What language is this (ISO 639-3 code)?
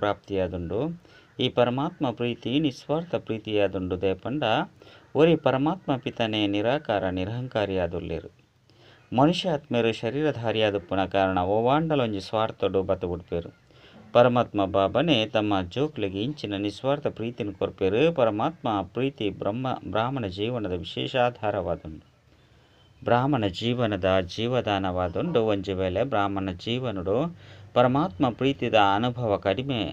tcy